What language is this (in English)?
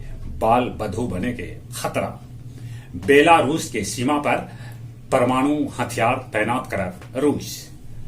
Magahi